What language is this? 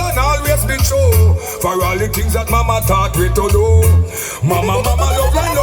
Jamaican Creole English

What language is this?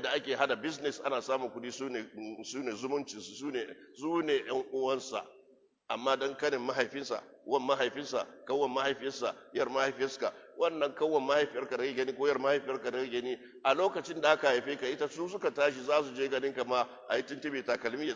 Hausa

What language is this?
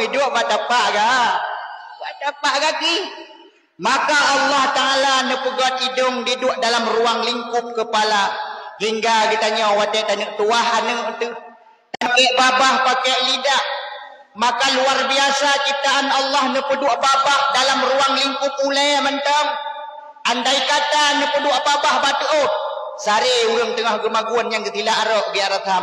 Achinese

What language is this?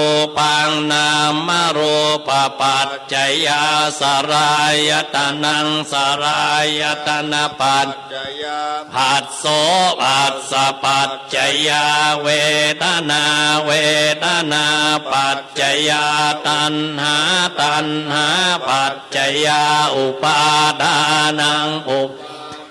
Pali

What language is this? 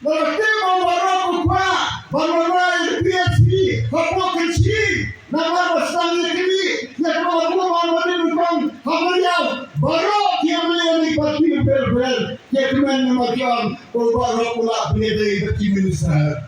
Khasi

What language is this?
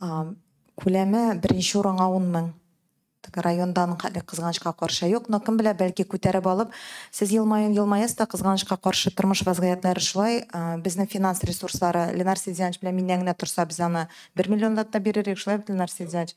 Tatar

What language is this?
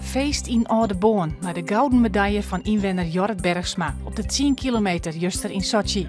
Western Frisian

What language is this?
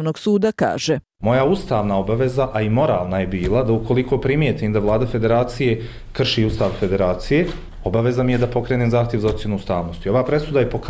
Bosnian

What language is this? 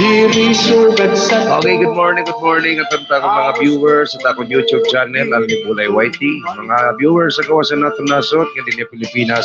Waray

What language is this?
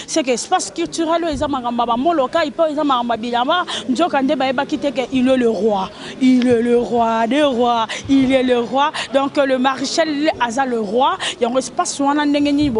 Lingala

